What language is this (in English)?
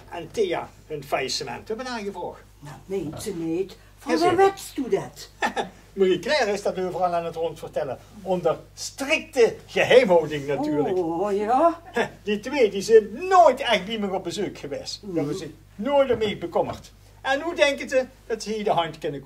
Limburgish